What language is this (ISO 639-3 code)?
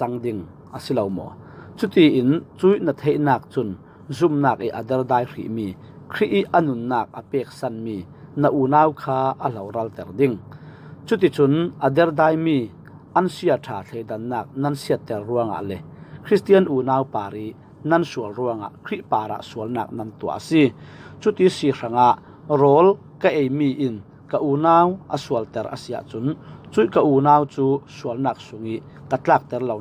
cfm